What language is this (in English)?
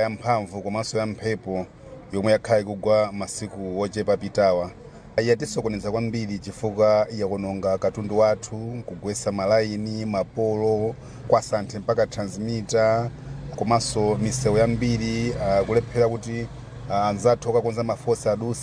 Nyanja